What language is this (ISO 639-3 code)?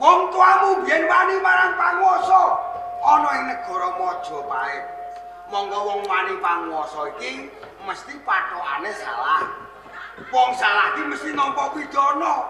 jav